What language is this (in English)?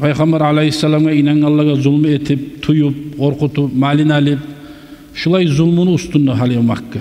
Kumyk